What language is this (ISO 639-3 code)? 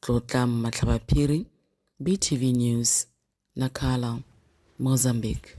tsn